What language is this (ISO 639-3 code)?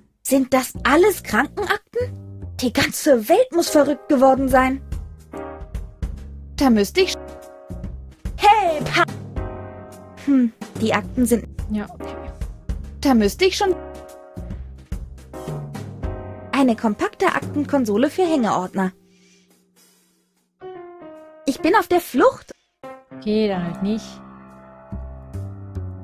deu